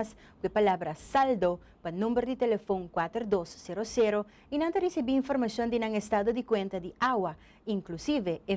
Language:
Papiamento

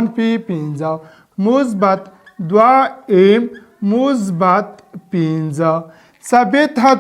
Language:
Pashto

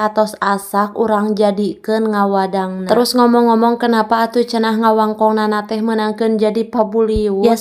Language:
Sundanese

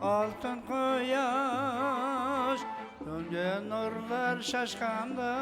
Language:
Kara-Kalpak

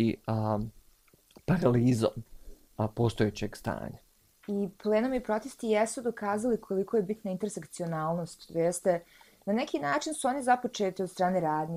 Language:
Bosnian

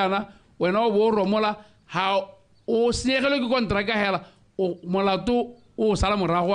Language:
Tswana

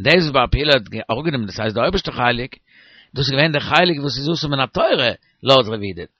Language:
Yiddish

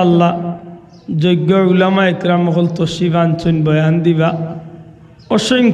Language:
Sylheti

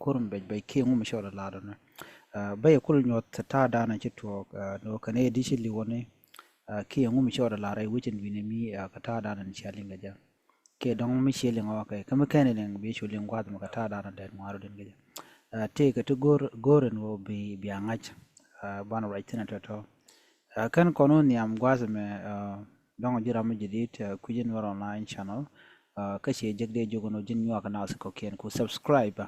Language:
Nuer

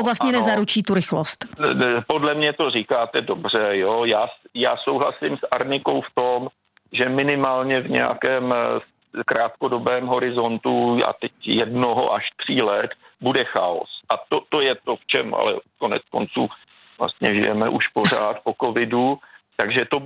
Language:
Czech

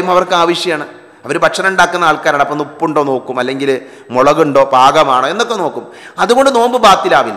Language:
Malayalam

